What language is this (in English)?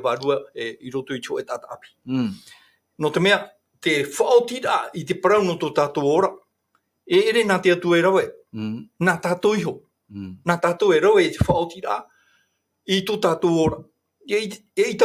Tahitian